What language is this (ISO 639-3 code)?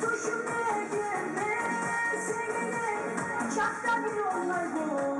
kum